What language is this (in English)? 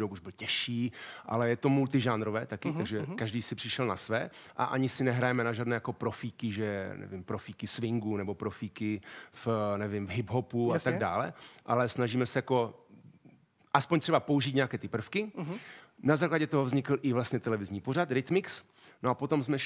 Czech